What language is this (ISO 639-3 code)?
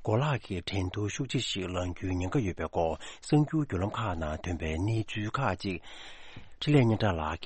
bod